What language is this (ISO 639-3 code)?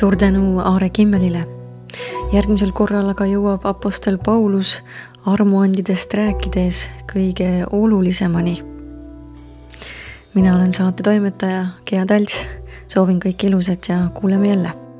est